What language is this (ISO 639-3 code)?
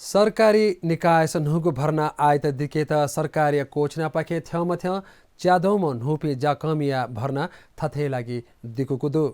new